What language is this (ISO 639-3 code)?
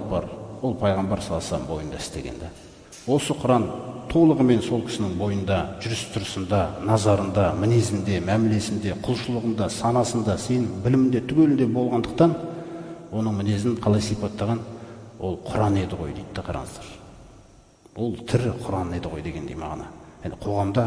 kaz